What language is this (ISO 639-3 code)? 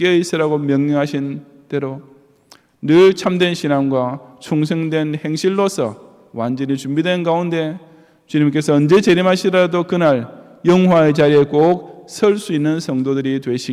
kor